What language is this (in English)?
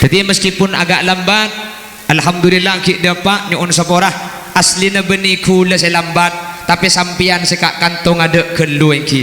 Madurese